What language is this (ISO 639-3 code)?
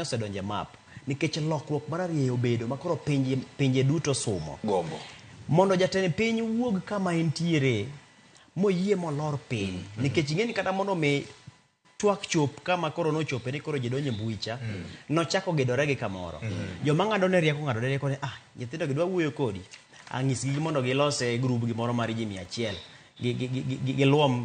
luo